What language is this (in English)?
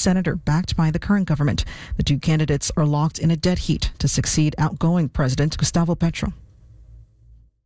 English